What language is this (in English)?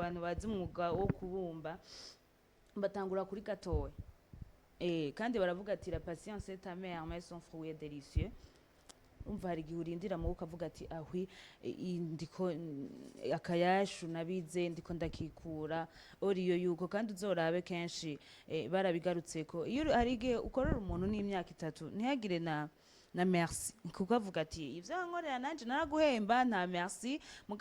Rundi